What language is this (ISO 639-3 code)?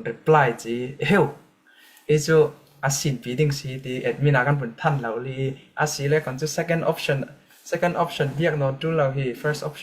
cfm